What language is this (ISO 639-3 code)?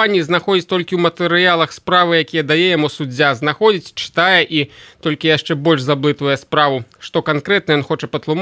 bel